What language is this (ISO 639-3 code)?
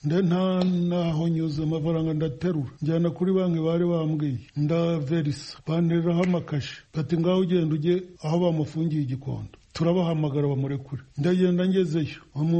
kin